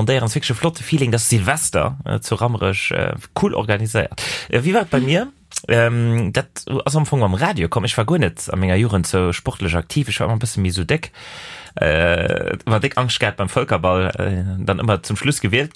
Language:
Luxembourgish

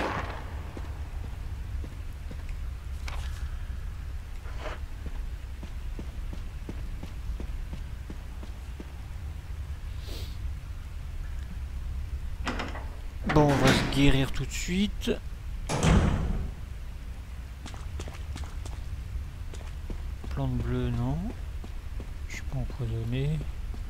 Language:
French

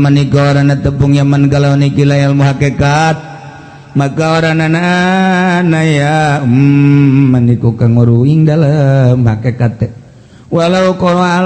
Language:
Sundanese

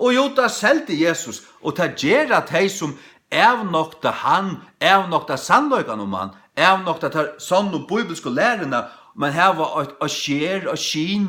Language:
Faroese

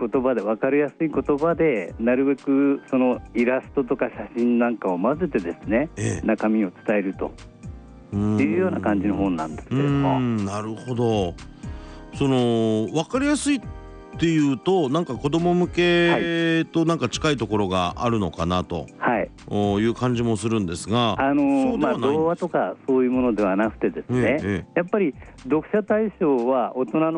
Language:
Japanese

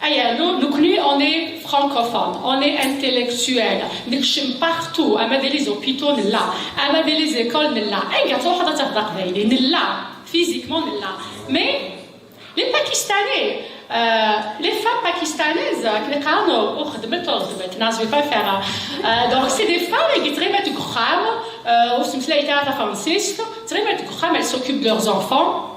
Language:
Kabyle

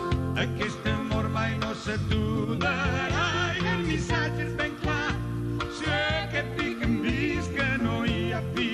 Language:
Catalan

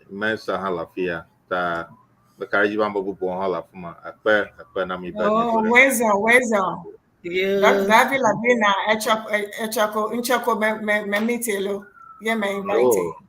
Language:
Ewe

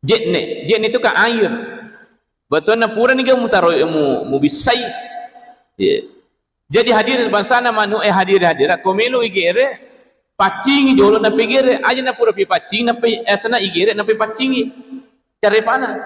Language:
Buginese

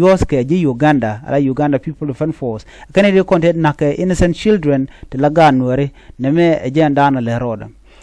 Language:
Nuer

